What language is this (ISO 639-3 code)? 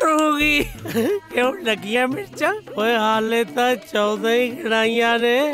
pan